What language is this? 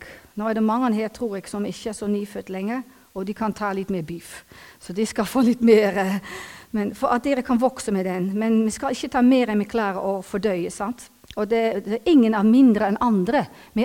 Norwegian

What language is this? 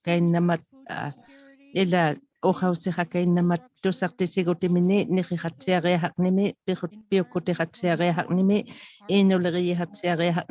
Inuktitut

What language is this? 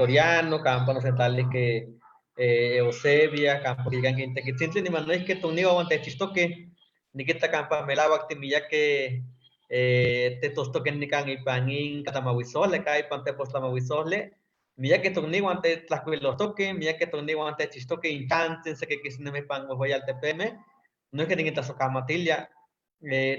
Eastern Huasteca Nahuatl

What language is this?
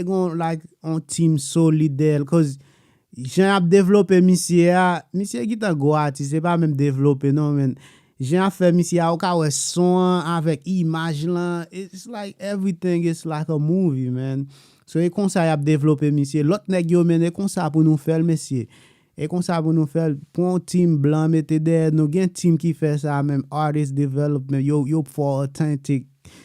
Haitian Creole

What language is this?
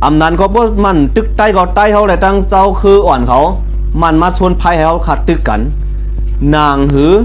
Shan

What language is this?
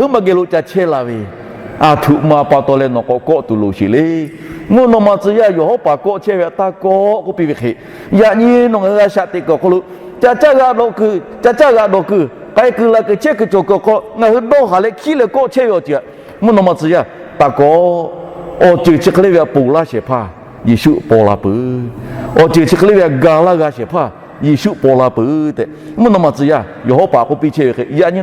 Lahu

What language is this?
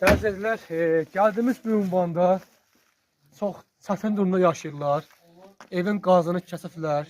Azerbaijani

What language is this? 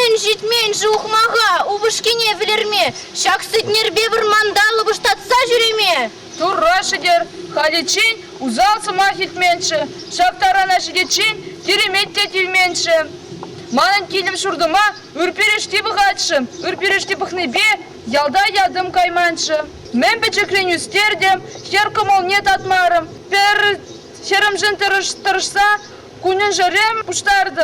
Chuvash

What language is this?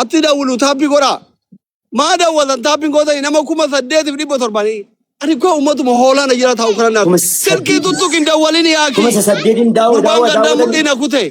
Oromo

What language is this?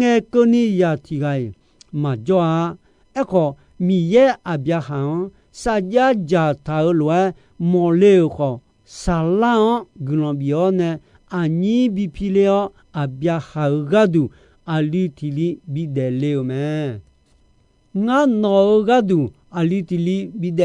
Akha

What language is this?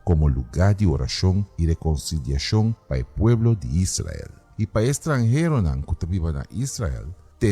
Papiamento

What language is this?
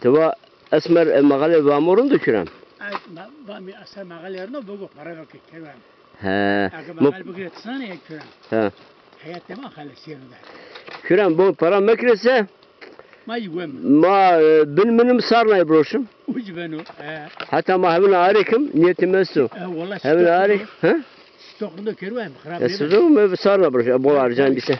Zaza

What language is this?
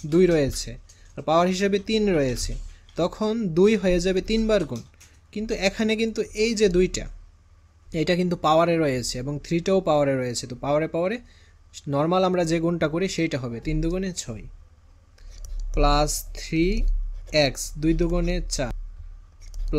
Bangla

